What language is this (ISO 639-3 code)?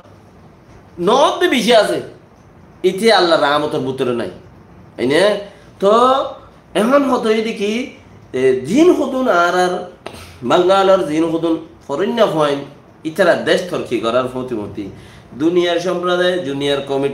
rhg